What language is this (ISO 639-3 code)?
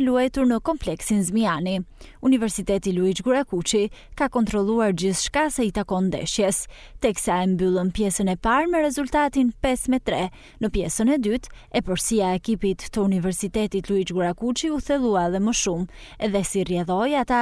sqi